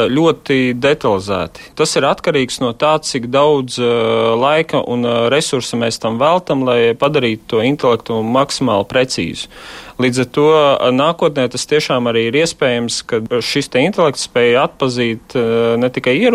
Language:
Latvian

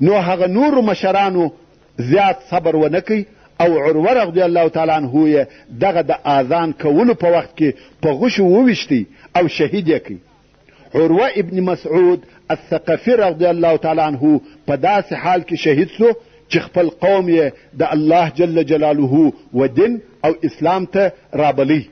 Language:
Pashto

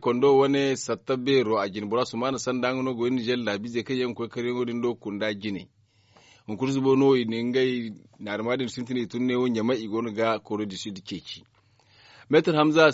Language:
Zarma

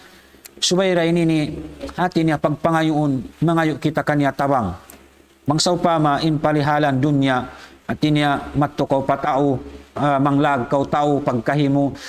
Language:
Tausug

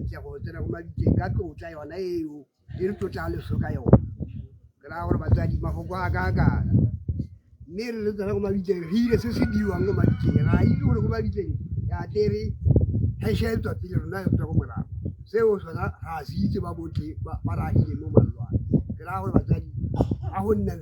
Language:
Tswana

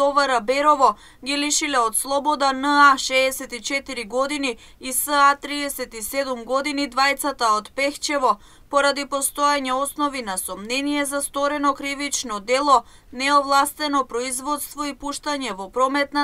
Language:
Macedonian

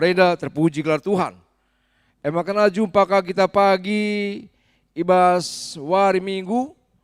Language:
Batak Karo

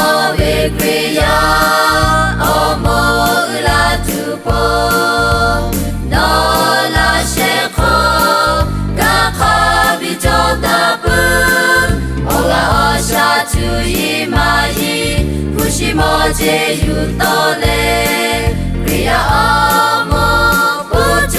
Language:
Lahu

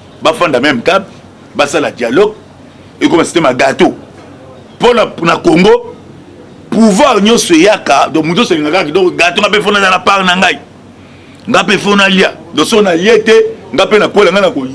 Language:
Lingala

